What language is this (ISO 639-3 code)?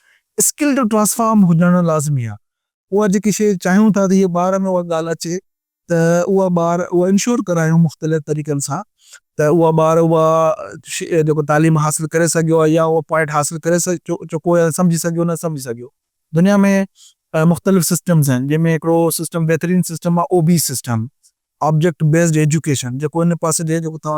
snd